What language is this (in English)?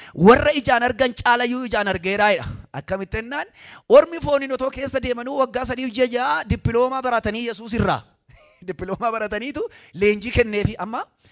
Oromo